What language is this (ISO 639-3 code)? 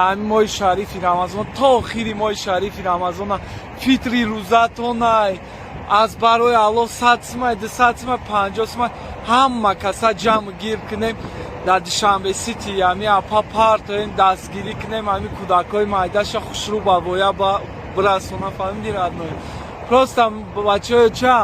tgk